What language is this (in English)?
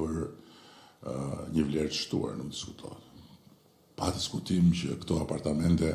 Albanian